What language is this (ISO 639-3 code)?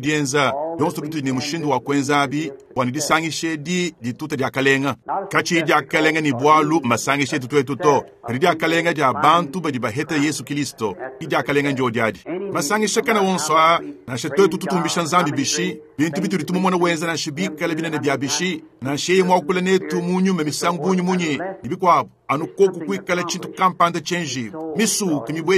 lua